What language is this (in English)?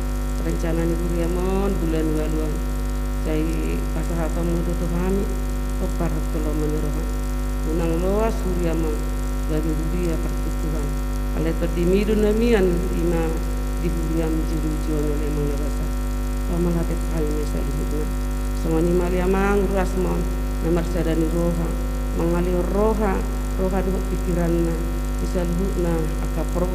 Batak Toba